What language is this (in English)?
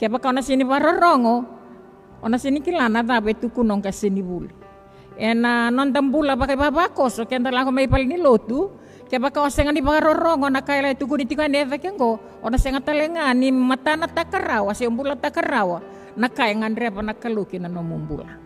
Fijian